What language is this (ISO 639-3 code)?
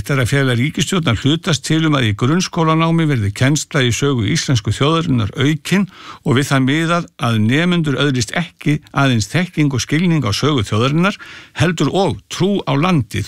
isl